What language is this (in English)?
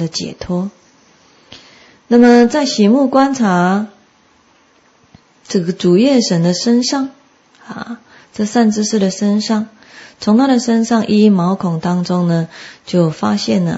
Chinese